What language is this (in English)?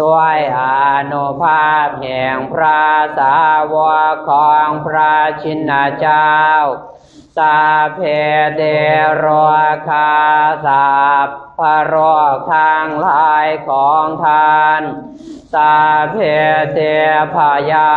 Pali